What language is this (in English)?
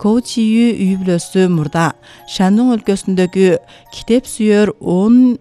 Kyrgyz